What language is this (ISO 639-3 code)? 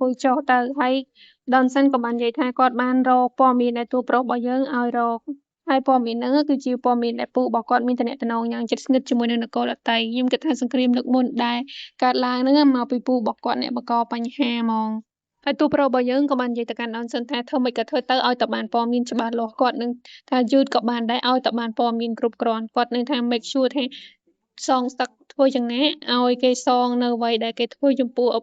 khm